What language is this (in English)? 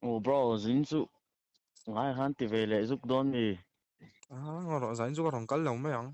Mizo